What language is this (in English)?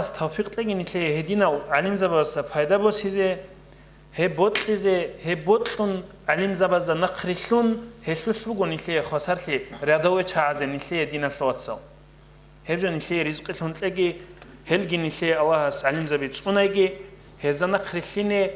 Avaric